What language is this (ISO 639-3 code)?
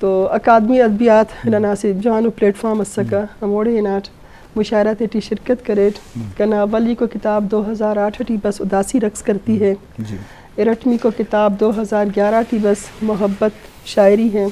bgp